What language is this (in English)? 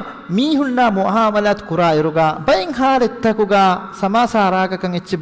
Divehi